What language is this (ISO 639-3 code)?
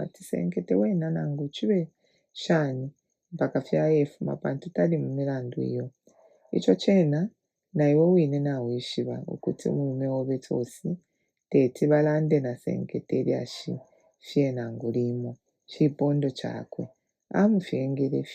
bem